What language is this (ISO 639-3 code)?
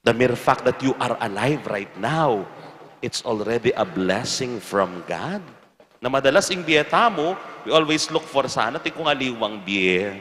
pam